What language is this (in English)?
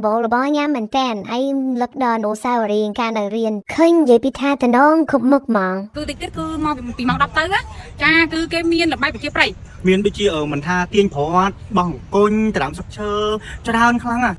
Khmer